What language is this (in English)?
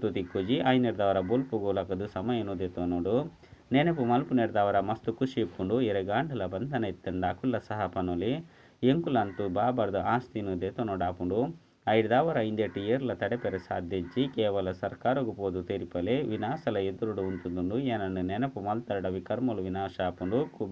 Tulu